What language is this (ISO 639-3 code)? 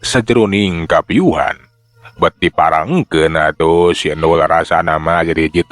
sun